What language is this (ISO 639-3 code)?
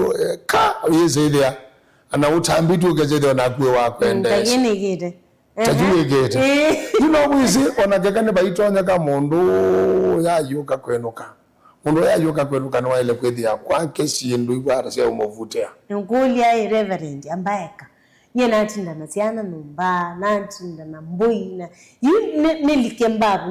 kam